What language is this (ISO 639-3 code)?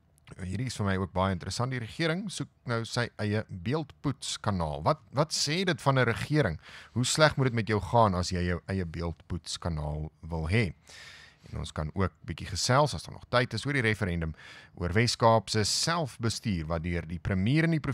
afr